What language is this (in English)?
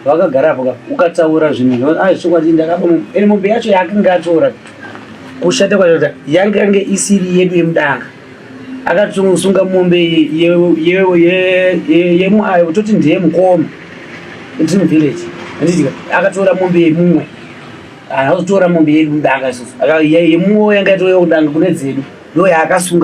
Shona